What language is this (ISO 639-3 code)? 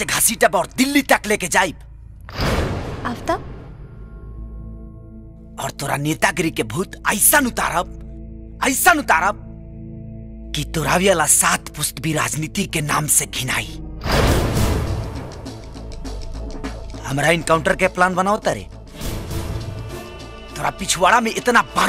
bho